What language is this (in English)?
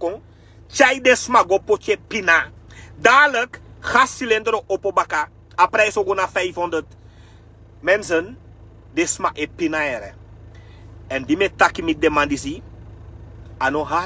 Sranan Tongo